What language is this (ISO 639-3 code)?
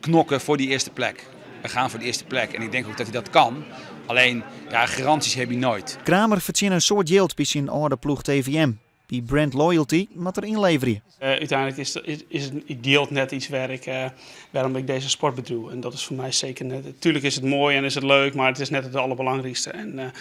fry